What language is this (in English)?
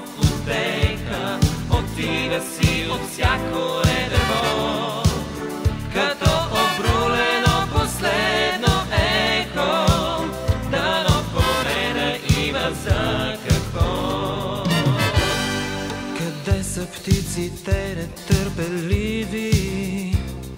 Bulgarian